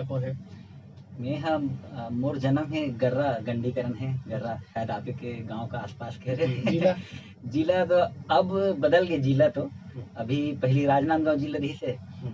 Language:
Chhattisgarhi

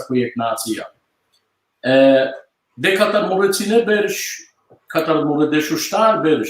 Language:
Balkan Romani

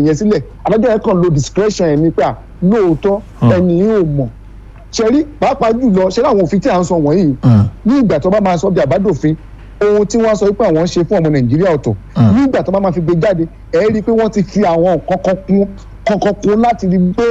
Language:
Yoruba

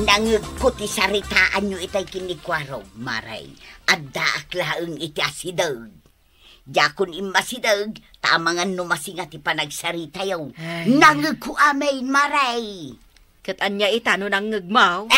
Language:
Iloko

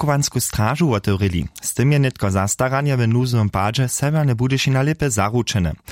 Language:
Upper Sorbian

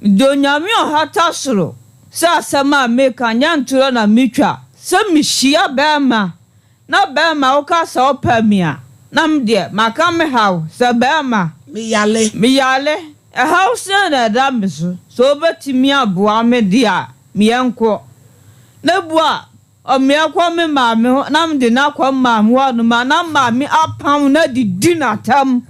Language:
Akan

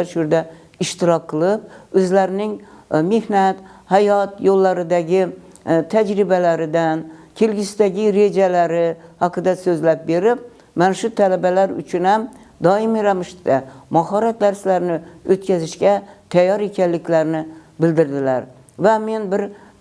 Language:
Uzbek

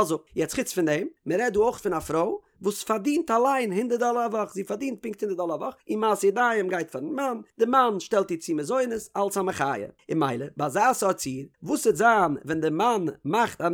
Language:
Yiddish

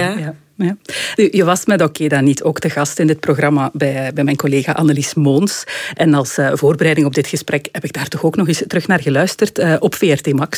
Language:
Dutch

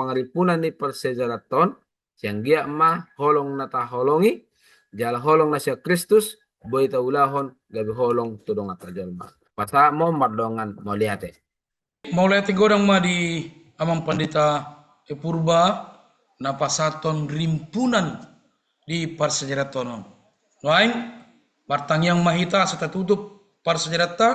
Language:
Batak Toba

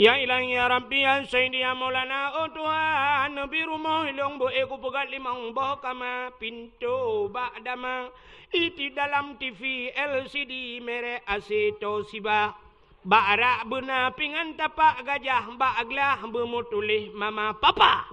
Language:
Achinese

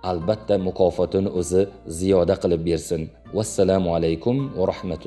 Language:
Uzbek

